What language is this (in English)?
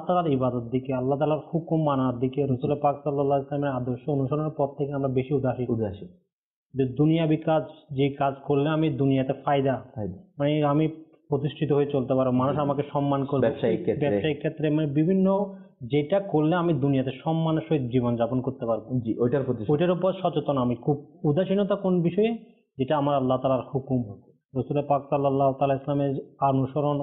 Bangla